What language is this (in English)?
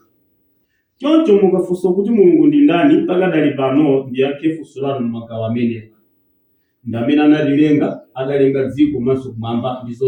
Nyanja